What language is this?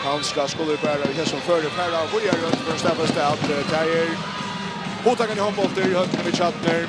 Faroese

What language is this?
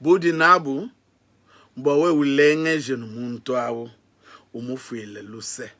Luba-Lulua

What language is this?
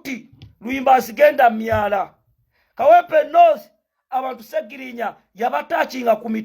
Ganda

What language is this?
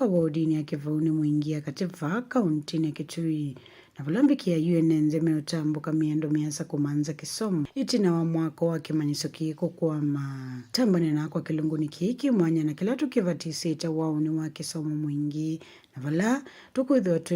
Kamba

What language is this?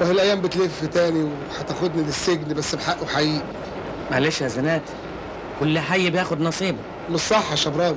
Egyptian Arabic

